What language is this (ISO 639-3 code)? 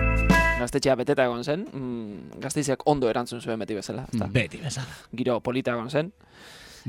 eus